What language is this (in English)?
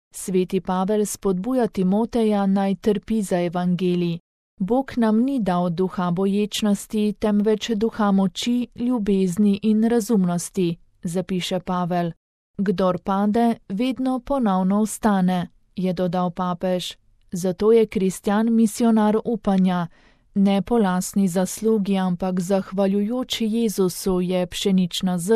Slovenian